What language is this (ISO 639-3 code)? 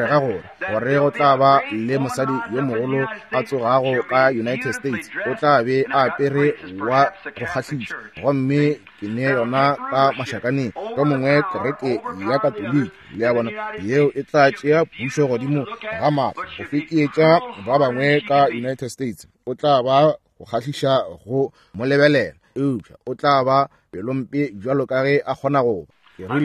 nso